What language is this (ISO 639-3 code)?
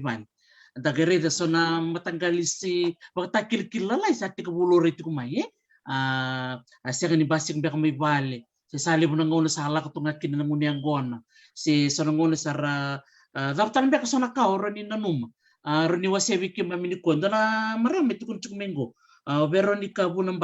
fij